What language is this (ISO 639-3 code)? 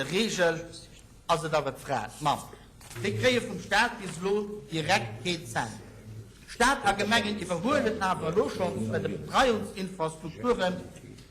ltz